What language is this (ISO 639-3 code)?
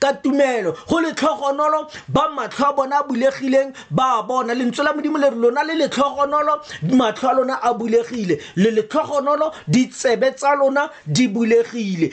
tsn